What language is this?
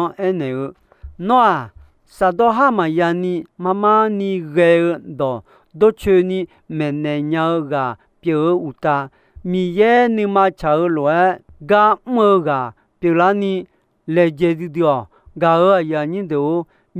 Akha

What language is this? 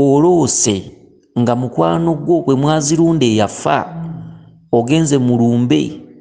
Ganda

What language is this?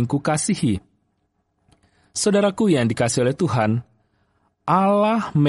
Indonesian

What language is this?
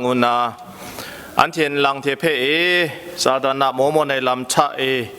Kachin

